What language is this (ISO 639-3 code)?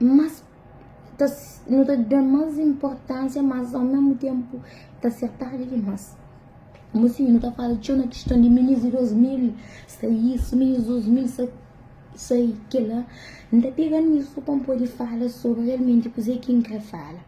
kea